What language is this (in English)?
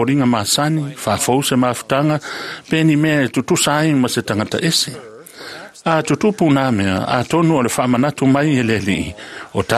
Samoan